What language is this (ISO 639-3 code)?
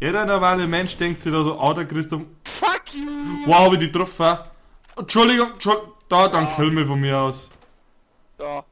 bar